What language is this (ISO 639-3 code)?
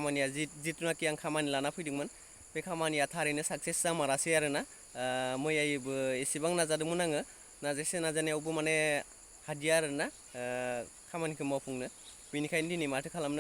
brx